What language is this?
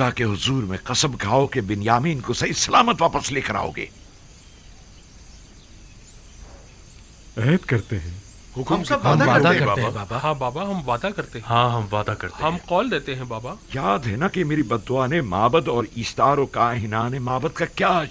Urdu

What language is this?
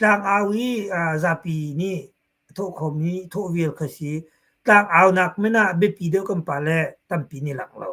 Hakha Chin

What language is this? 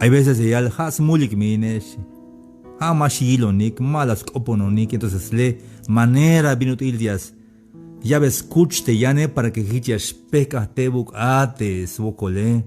Tzeltal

